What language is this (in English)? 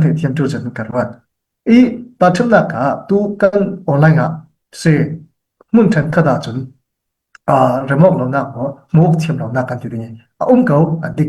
Falam Chin